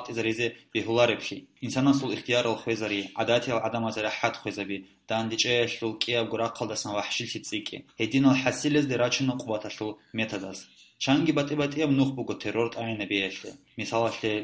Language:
Avaric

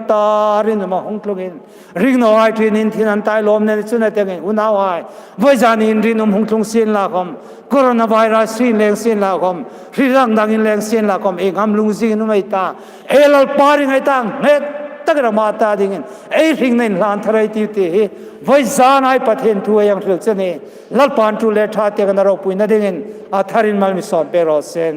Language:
Hmar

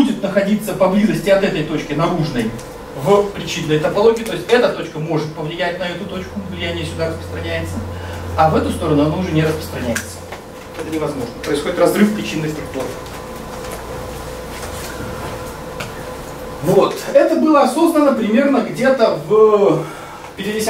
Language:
Russian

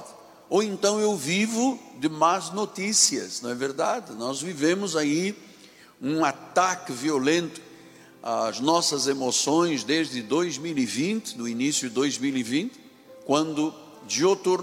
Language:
Portuguese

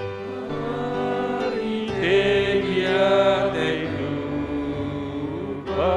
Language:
Batak Simalungun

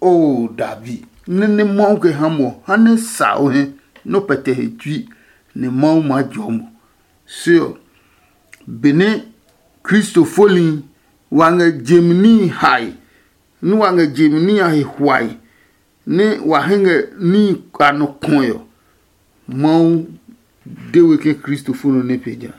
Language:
Adangme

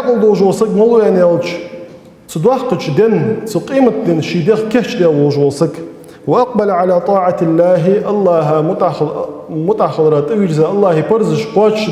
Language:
Ingush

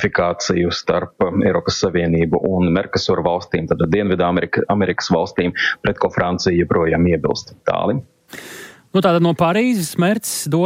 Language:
Latvian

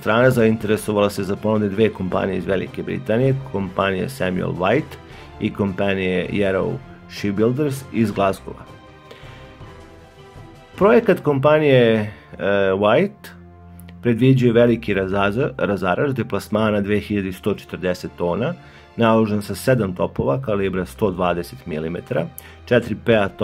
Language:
Serbian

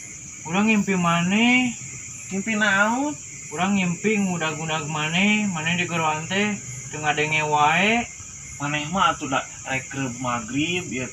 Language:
Sundanese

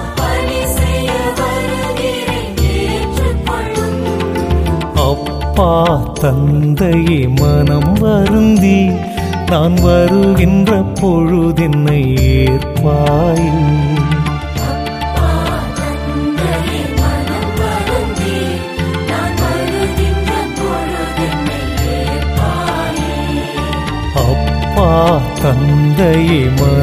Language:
Tamil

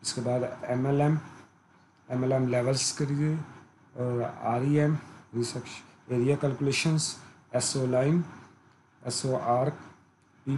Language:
Urdu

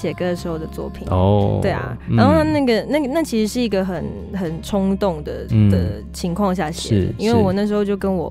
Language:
Chinese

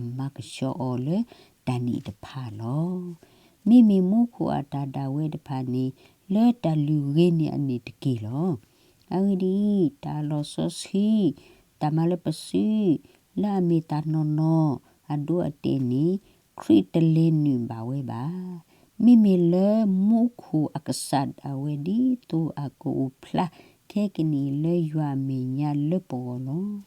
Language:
S'gaw Karen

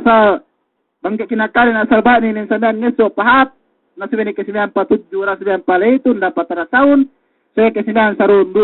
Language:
Yakan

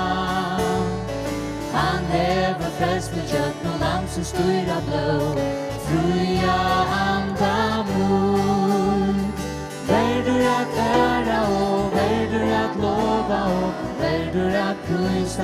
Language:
Faroese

